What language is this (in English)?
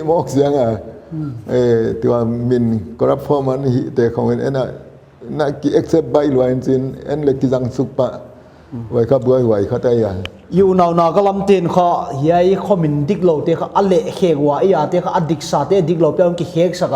Paite Chin